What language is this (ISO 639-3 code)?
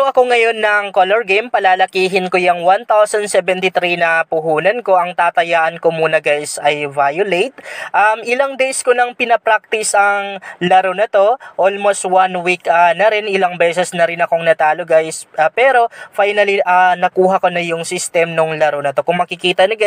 fil